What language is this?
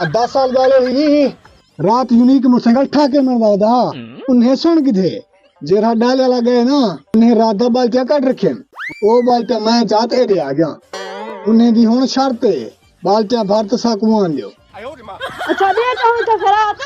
Saraiki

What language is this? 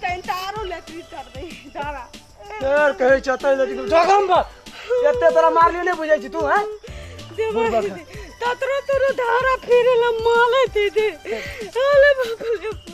Maithili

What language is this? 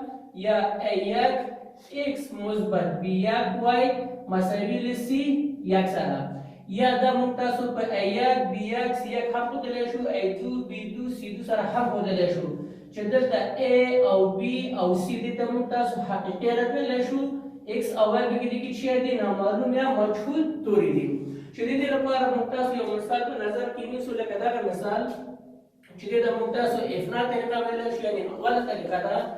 Pashto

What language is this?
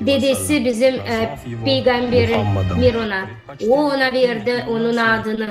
Gagauz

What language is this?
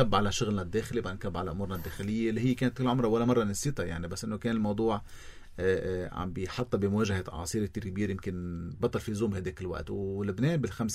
North Levantine Arabic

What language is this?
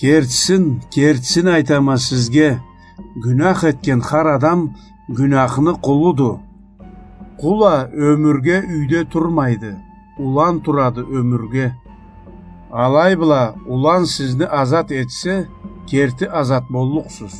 Karachay-Balkar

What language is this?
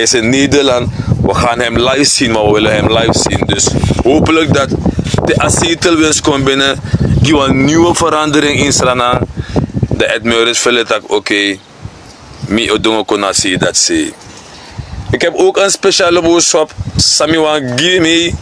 Sranan Tongo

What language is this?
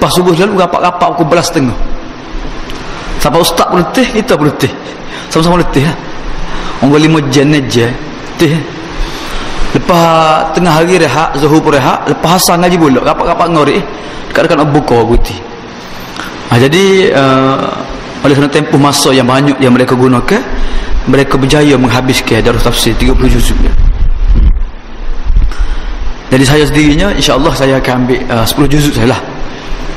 Malay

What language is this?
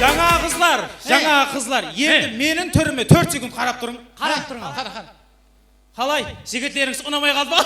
Kara-Kalpak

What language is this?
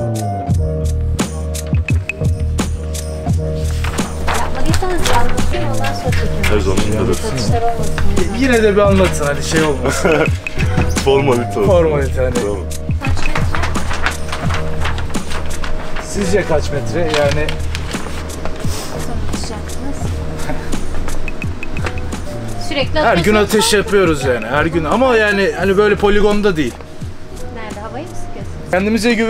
Turkish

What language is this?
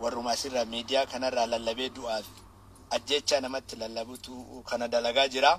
Oromo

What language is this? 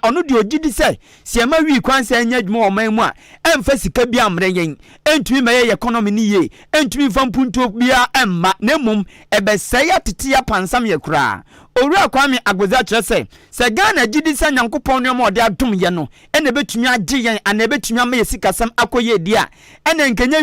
Akan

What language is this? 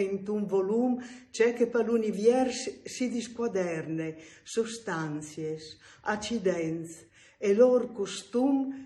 Friulian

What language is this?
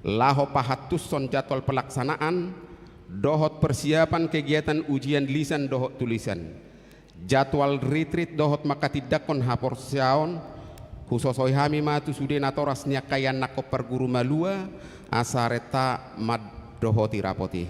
Batak Toba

